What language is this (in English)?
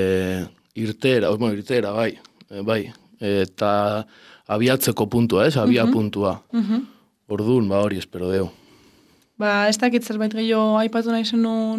Basque